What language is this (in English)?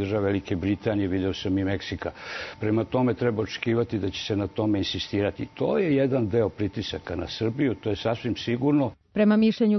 Serbian